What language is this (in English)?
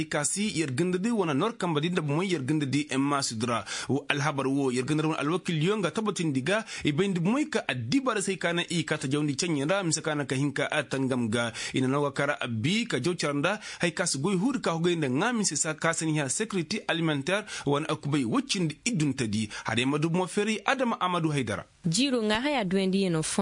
Koyraboro Senni